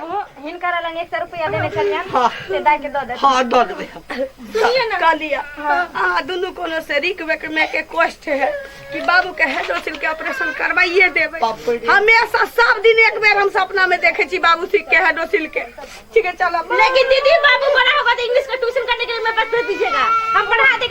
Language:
Maithili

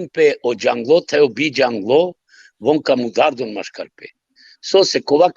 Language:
Balkan Romani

